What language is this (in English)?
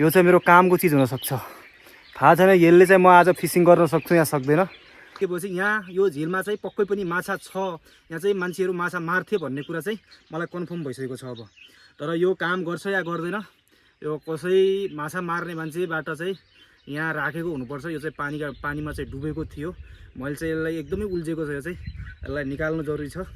Nepali